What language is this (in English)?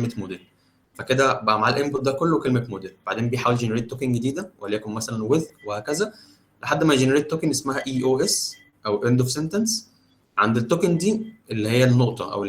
Egyptian Arabic